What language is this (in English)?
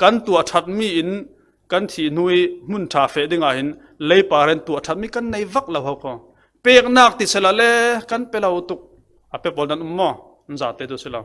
Falam Chin